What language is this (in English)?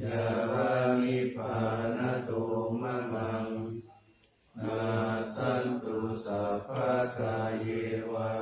Pali